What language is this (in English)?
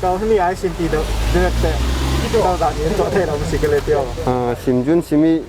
Falam Chin